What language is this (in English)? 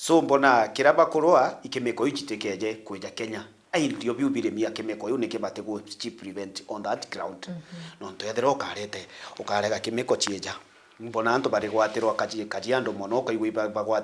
Meru